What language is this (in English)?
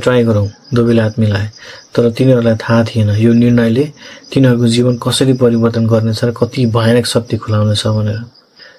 Nepali